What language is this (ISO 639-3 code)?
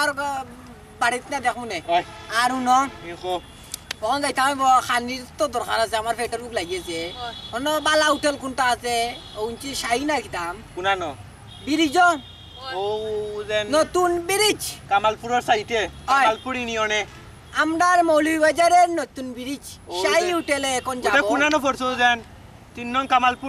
syl